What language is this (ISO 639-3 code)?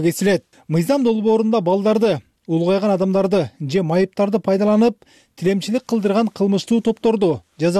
kir